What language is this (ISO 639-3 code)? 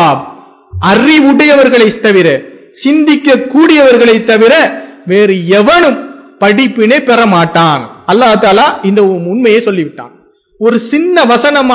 tam